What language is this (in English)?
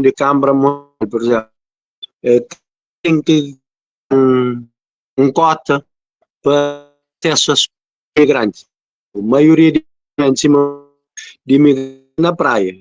Kabuverdianu